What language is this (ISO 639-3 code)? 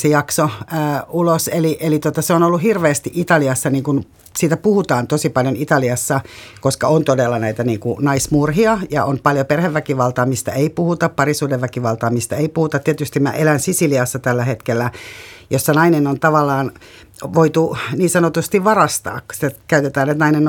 fin